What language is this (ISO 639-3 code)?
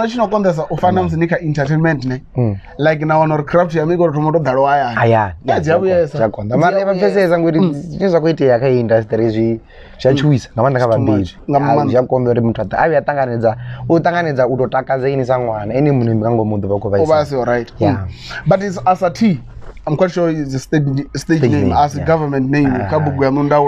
ven